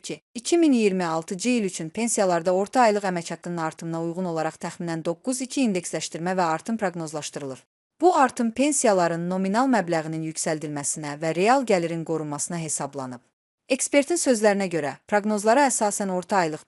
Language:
Azerbaijani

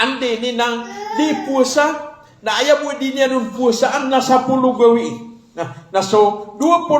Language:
Maranao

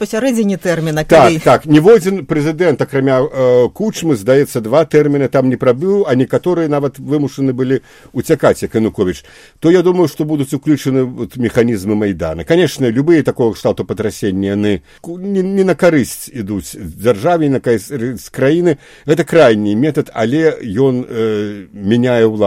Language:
Belarusian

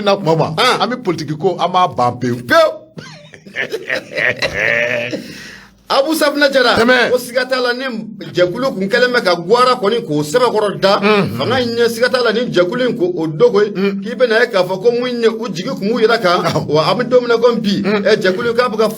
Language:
Bambara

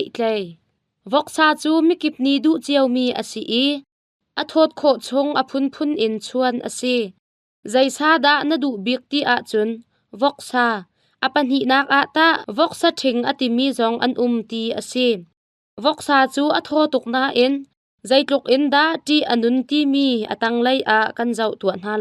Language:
Hakha Chin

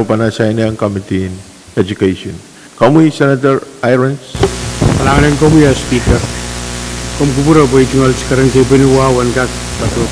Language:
Pohnpeian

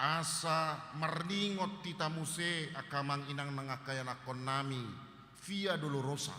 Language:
Batak Toba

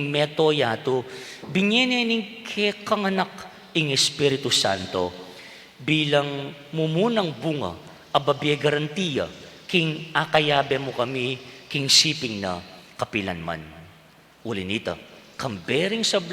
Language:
Pampanga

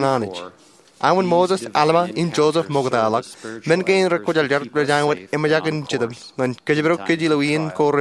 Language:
Marshallese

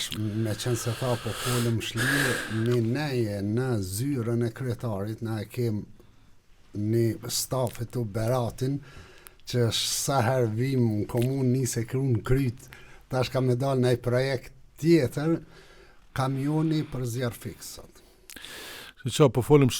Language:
Albanian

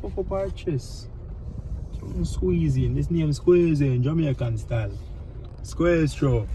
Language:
Jamaican Creole English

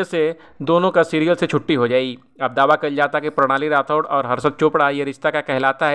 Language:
Bhojpuri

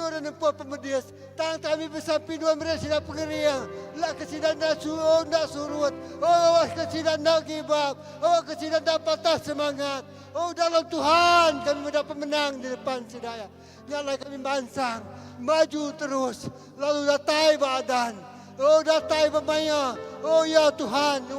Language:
Iban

